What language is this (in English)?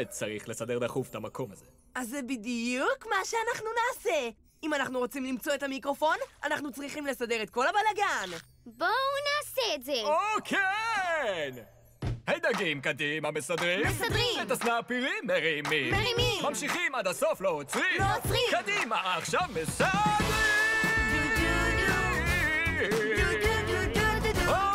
Hebrew